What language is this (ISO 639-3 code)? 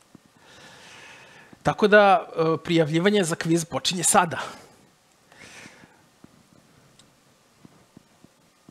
srp